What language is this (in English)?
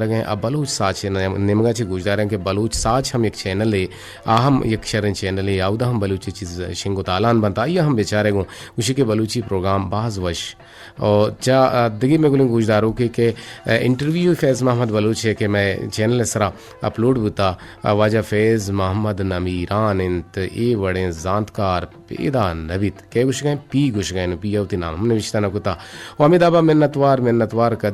Eastern Balochi